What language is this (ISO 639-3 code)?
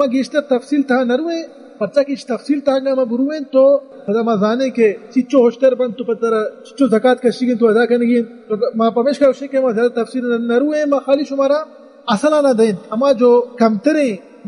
bal